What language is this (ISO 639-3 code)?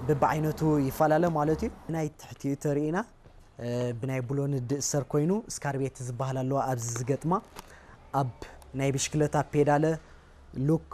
tir